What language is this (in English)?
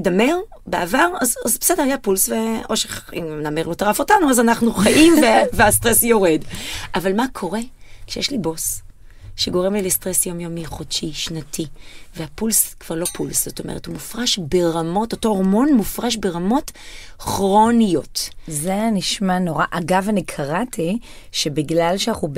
Hebrew